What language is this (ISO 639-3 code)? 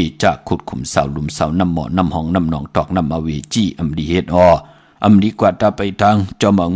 shn